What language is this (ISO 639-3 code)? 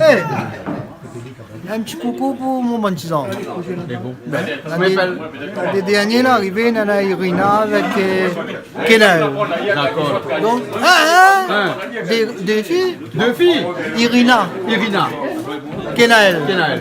rcf